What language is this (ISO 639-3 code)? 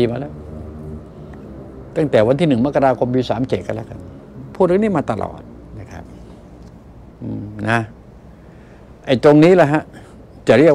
tha